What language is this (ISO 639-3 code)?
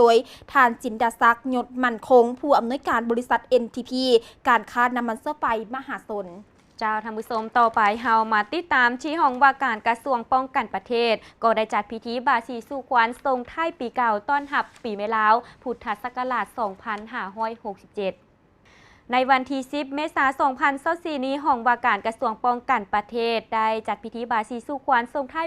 lao